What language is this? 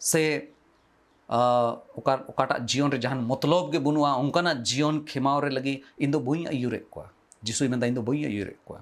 Santali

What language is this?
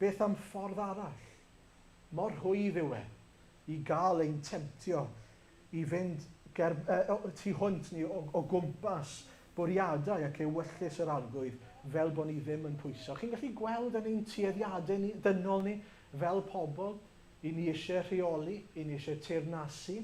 Welsh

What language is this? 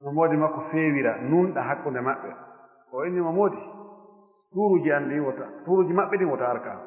Fula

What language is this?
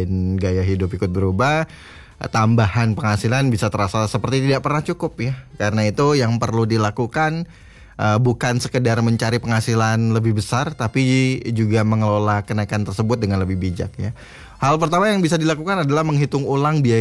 Indonesian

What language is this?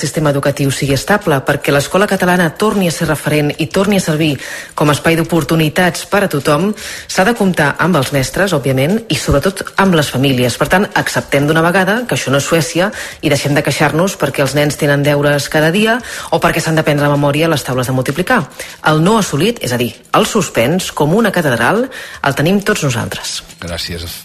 Catalan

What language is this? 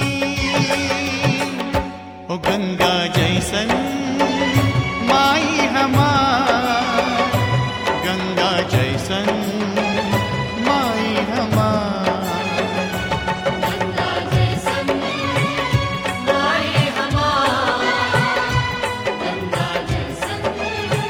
Bhojpuri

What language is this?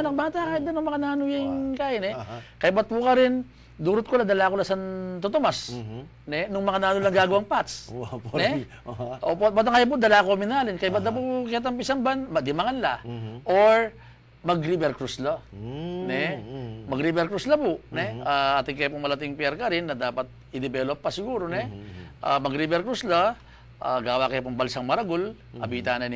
Pampanga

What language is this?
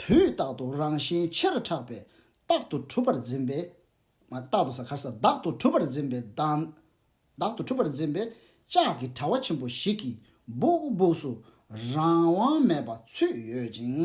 Tibetan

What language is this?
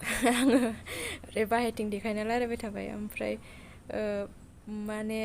Bodo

